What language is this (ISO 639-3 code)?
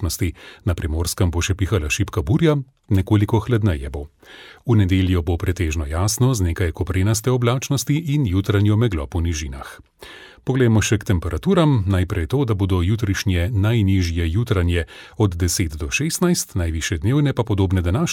slv